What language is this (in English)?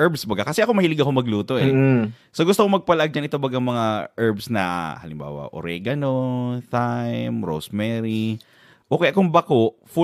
Bikol